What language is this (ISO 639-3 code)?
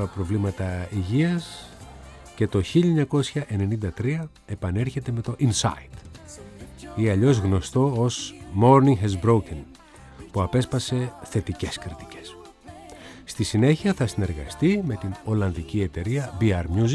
ell